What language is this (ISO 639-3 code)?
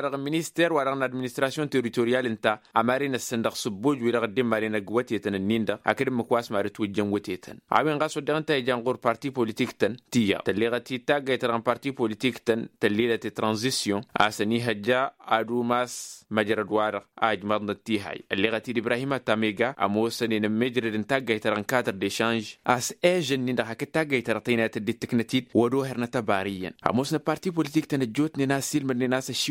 taq